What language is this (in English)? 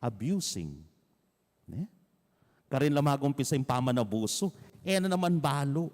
Pampanga